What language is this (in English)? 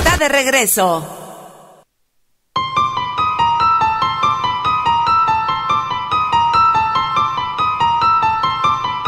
Spanish